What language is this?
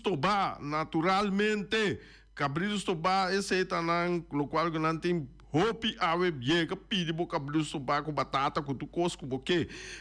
Papiamento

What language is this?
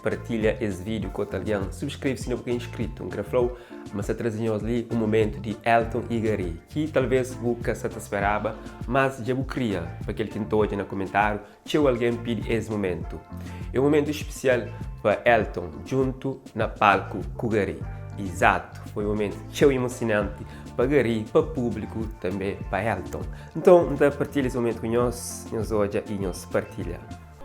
Kabuverdianu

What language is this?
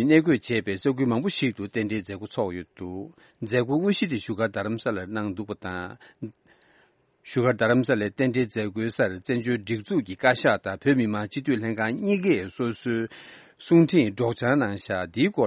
Tibetan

